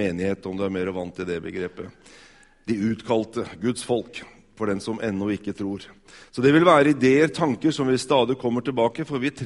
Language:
Norwegian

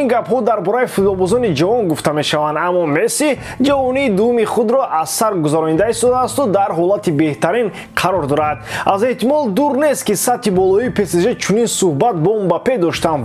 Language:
Tajik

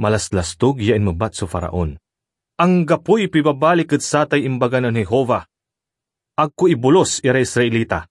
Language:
Pangasinan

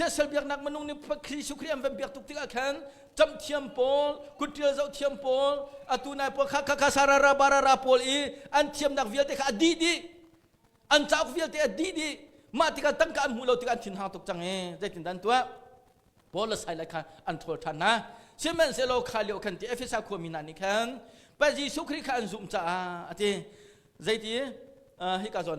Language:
Hakha Chin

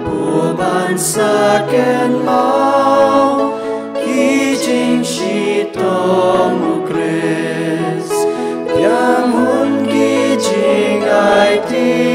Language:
Khasi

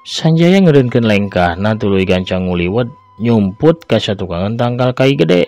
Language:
Sundanese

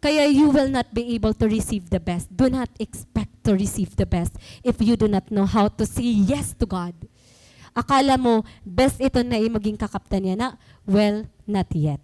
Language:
Waray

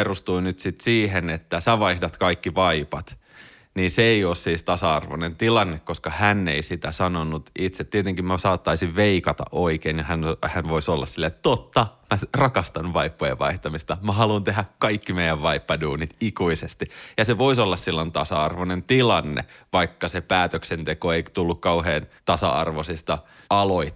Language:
Finnish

